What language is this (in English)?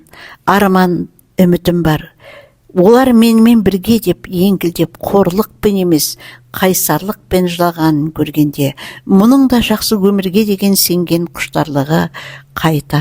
Kazakh